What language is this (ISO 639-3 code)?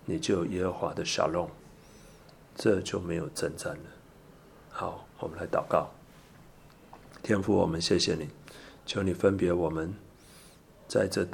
zho